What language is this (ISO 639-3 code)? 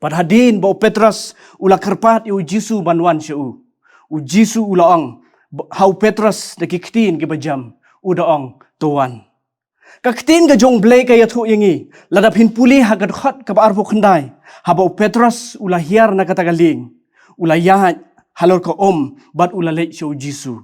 kha